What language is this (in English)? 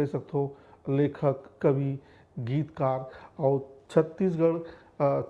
Chhattisgarhi